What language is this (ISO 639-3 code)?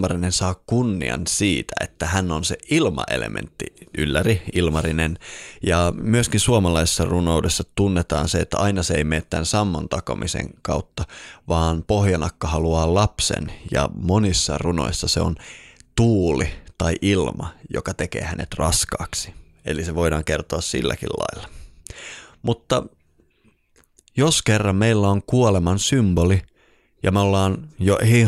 fin